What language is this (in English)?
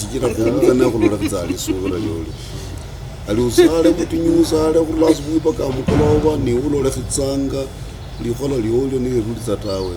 Luyia